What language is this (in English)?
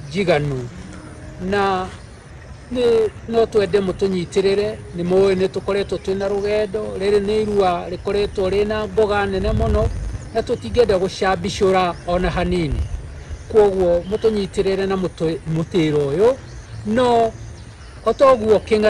Kikuyu